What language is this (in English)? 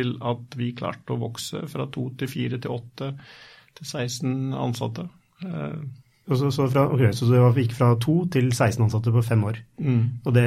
Norwegian